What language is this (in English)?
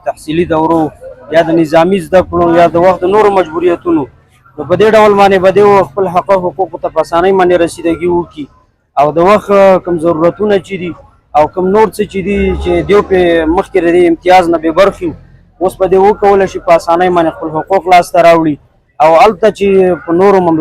Pashto